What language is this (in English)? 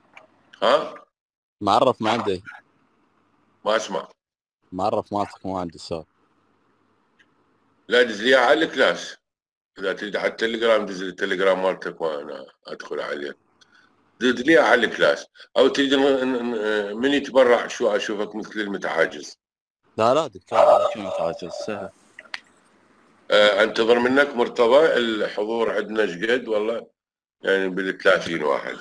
Mesopotamian Arabic